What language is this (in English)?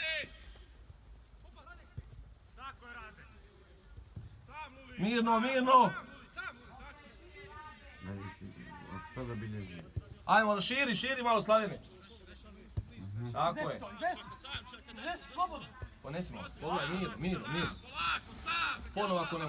Croatian